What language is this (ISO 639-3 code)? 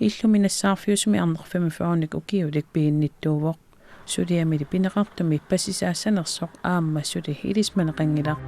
kal